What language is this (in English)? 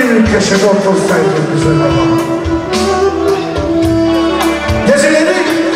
Turkish